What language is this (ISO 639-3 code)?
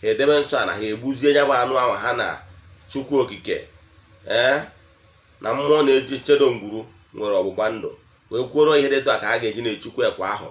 ibo